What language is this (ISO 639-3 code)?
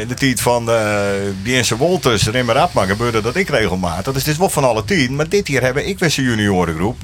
fry